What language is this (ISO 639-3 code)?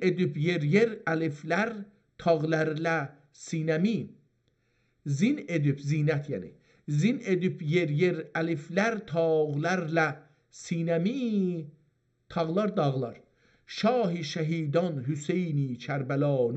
azb